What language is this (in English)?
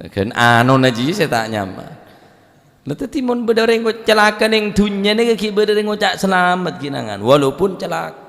Madurese